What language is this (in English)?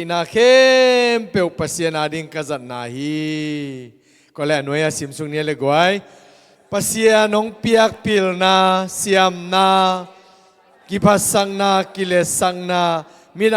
Tedim Chin